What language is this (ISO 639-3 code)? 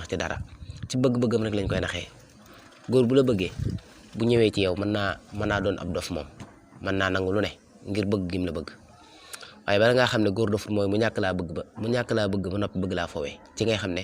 wol